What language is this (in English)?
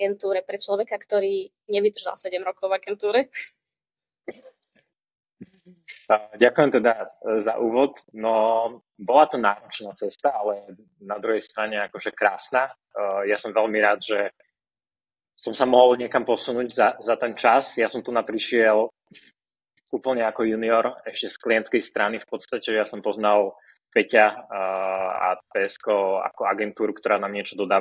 Slovak